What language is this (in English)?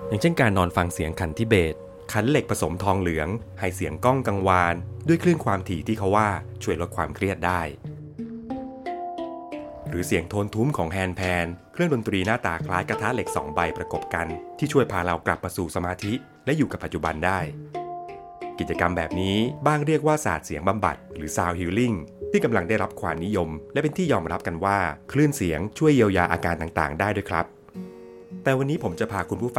Thai